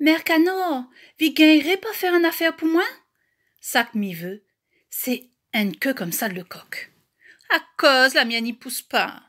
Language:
Réunion Creole French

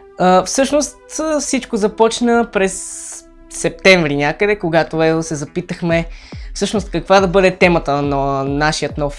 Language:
Bulgarian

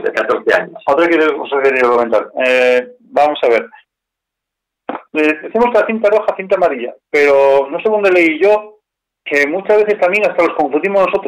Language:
Spanish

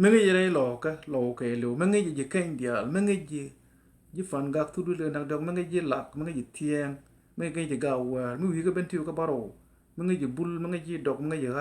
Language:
Nuer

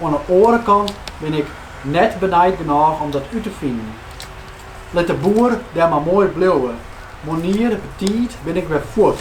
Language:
Western Frisian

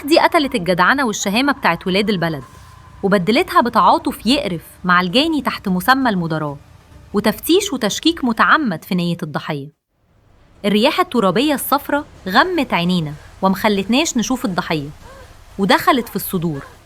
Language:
Egyptian Arabic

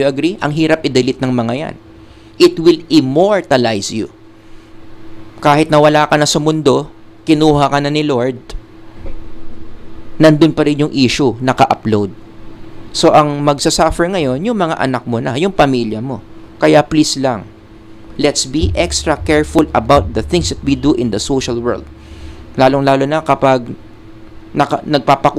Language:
Filipino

